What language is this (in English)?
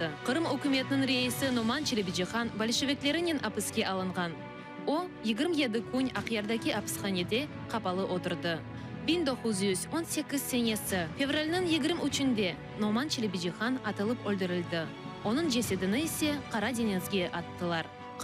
Crimean Tatar